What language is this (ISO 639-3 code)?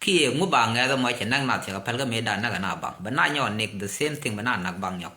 nus